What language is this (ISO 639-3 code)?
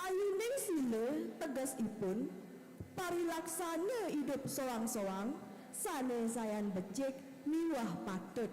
ban